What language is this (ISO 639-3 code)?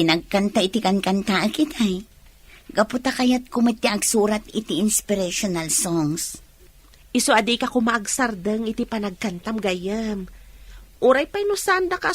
ilo